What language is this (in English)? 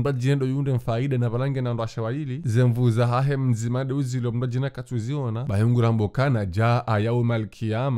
Ngazidja Comorian